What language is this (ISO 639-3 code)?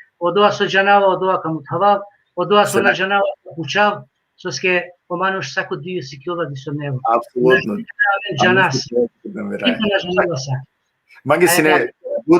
rmn